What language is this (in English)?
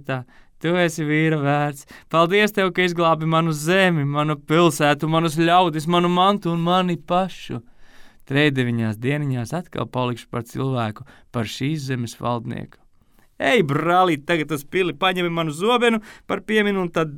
Latvian